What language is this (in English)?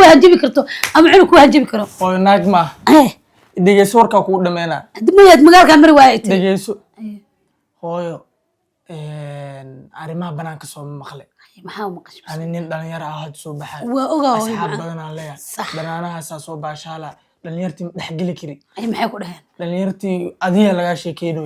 Somali